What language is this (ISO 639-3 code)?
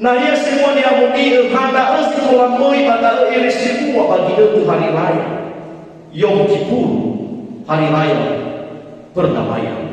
nia